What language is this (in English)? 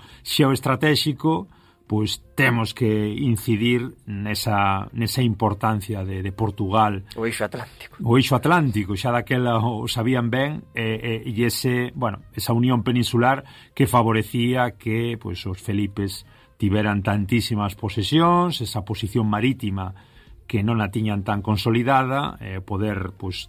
Galician